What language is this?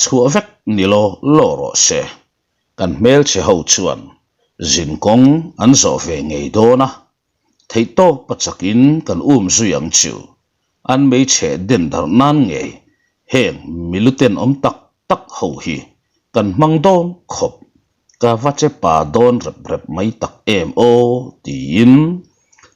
Mizo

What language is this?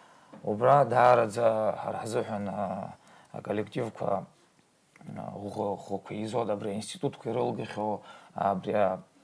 Abkhazian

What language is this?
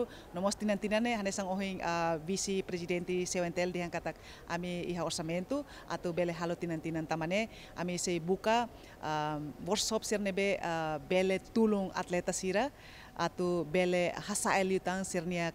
Tetum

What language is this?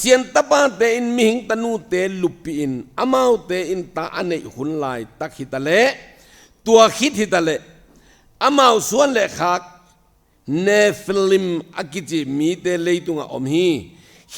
Tedim Chin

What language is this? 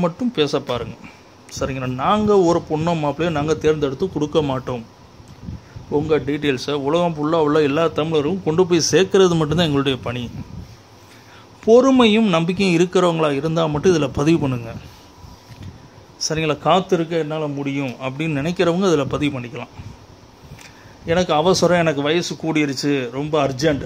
Tamil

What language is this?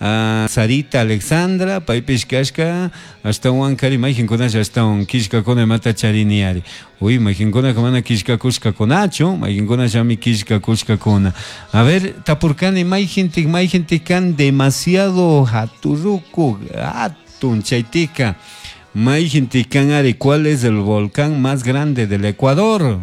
Chimborazo Highland Quichua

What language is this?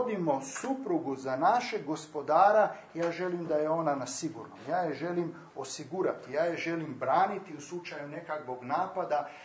Croatian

